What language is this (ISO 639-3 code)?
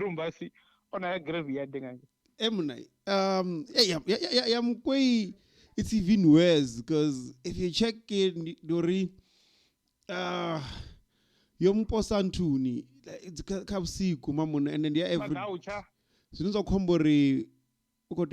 ven